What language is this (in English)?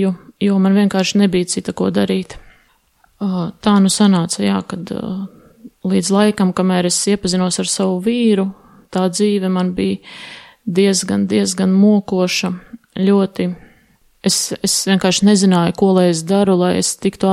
Latvian